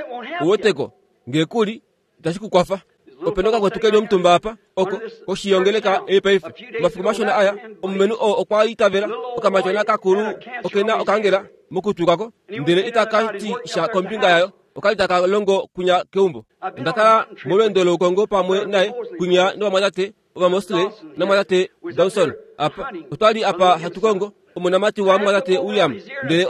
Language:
Kuanyama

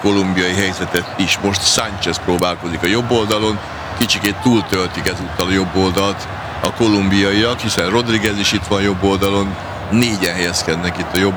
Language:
Hungarian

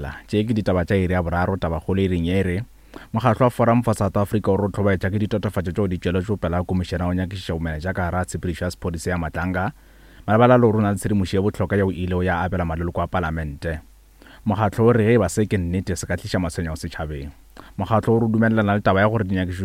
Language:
Northern Sotho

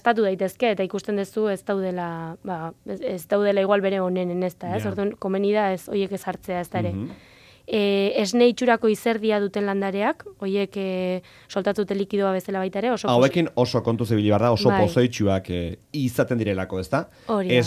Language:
Basque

